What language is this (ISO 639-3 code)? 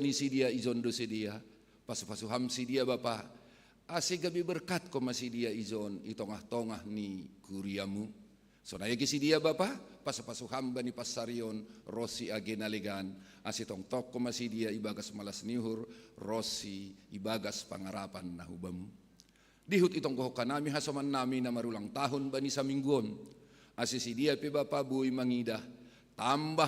bts